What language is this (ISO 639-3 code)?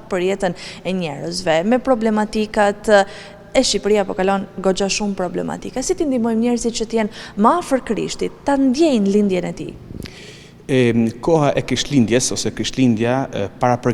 sqi